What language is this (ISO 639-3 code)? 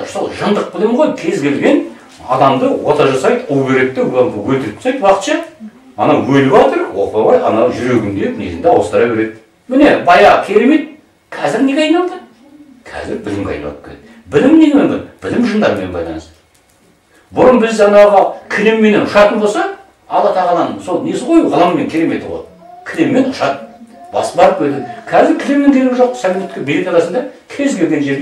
kaz